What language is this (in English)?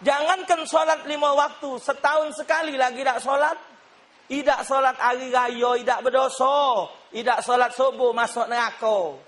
Musi